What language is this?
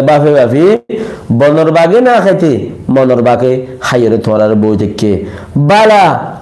Rohingya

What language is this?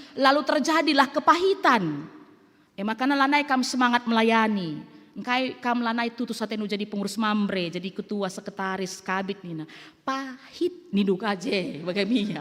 Batak Karo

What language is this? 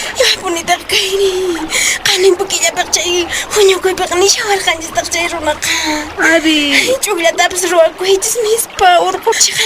Quechua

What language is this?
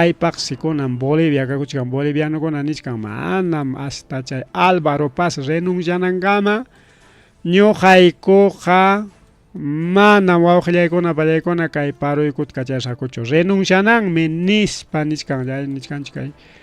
Ayacucho Quechua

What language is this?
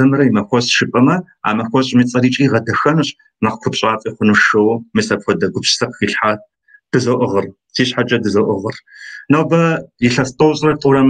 Kabardian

